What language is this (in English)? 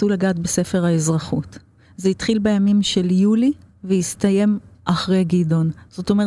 Hebrew